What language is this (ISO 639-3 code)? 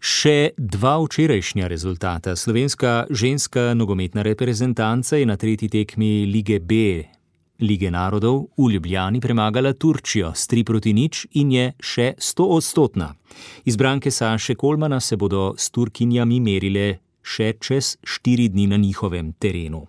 slv